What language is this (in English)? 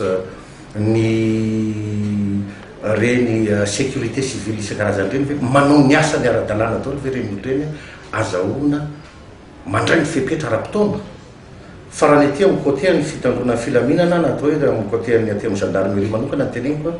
Malagasy